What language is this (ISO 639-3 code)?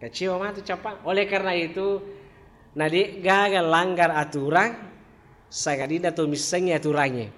bug